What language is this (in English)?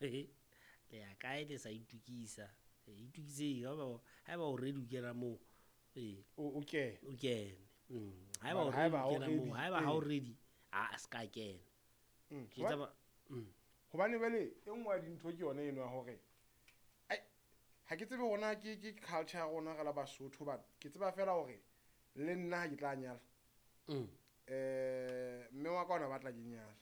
Southern Sotho